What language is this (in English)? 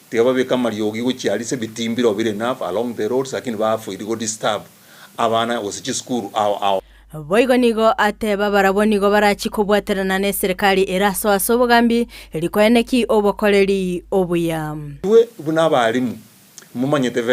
Gusii